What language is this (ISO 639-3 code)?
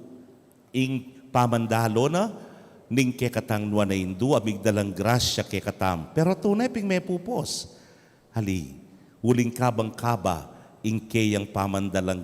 pam